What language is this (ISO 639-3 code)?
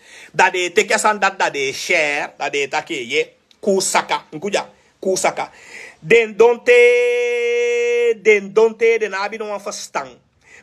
srn